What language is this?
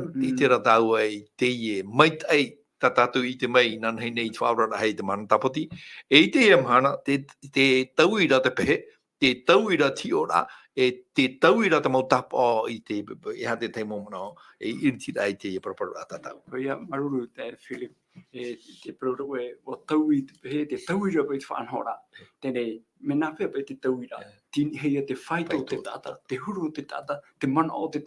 Tahitian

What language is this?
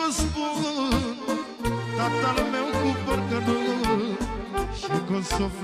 Romanian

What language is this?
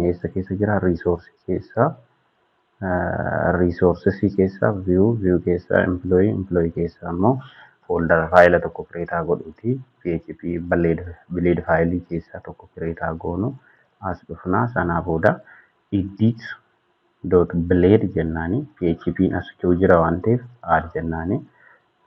Oromo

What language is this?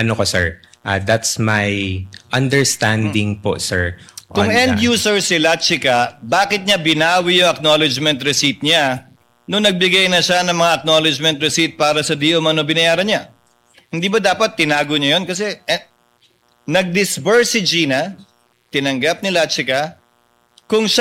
Filipino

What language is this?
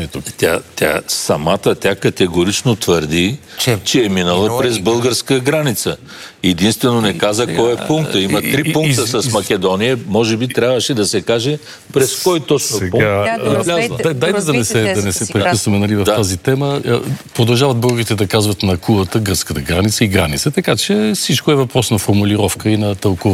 Bulgarian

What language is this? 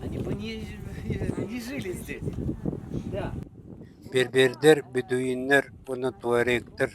Yakut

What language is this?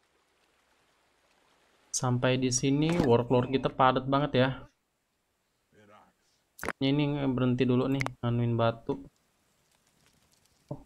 Indonesian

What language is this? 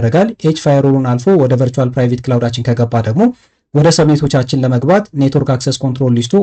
Amharic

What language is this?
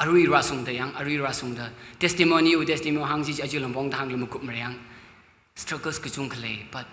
Tangkhul Naga (India)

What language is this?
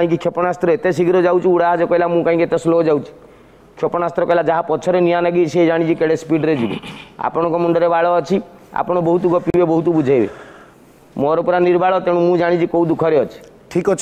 Odia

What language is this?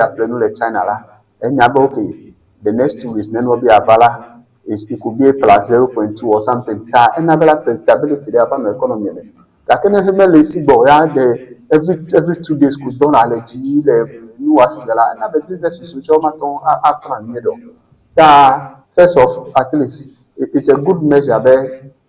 Ewe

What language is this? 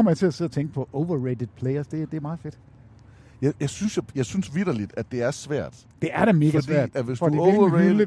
Danish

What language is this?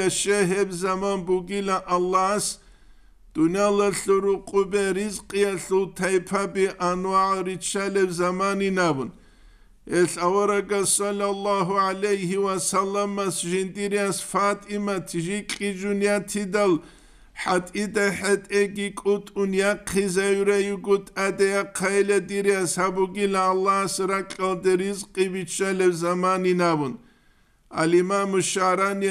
Avaric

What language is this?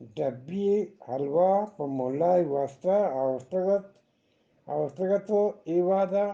Eastern Balochi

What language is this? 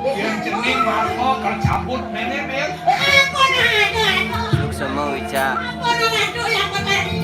Balinese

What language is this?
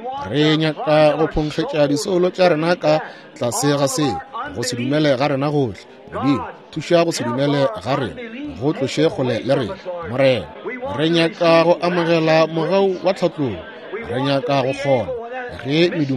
Northern Sotho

